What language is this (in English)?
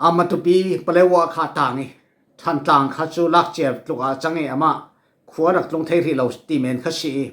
Falam Chin